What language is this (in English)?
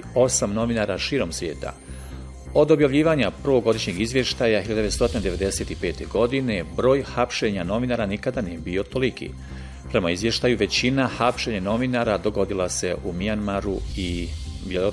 Bosnian